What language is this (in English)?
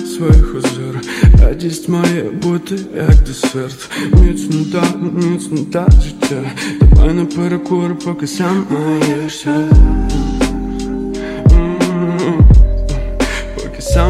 Ukrainian